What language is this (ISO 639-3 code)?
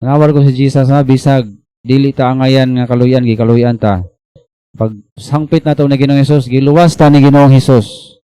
ceb